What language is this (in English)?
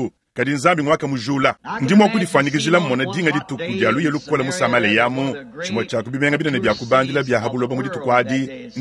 Luba-Lulua